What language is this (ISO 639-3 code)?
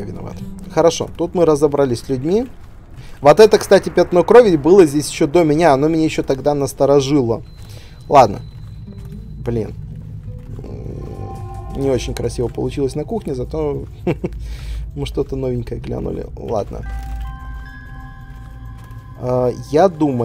rus